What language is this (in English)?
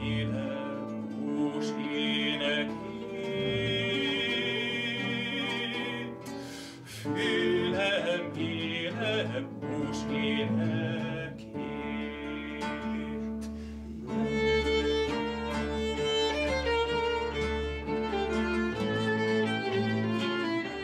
Hungarian